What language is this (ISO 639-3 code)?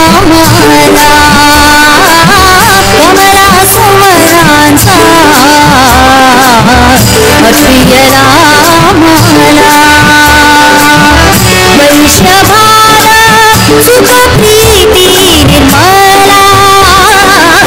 mar